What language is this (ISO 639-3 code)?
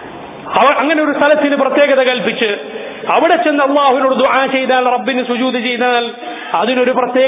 mal